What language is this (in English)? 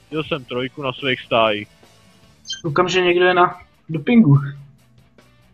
Czech